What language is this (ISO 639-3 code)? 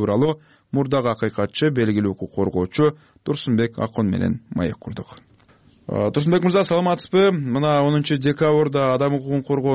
kir